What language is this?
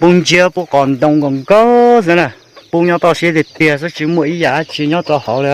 Hmong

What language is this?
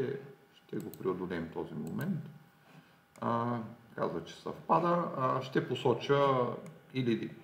Bulgarian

